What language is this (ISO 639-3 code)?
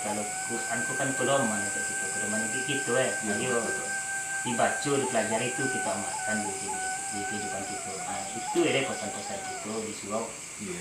min